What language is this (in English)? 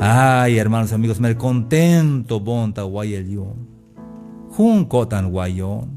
Tzeltal